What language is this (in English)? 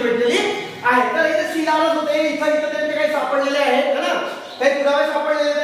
Marathi